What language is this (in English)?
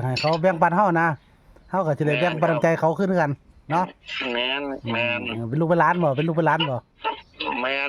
Northeastern Thai